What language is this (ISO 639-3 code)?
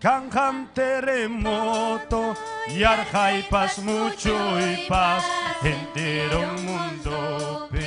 quy